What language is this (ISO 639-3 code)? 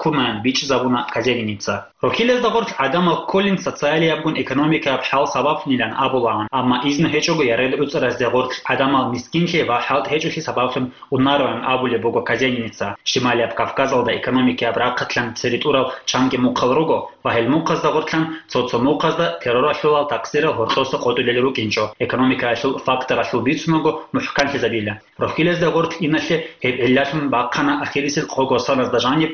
ava